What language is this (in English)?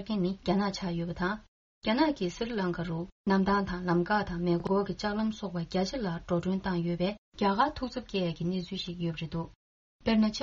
Tibetan